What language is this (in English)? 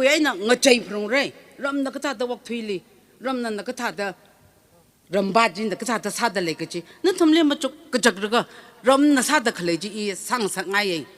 Tangkhul Naga (India)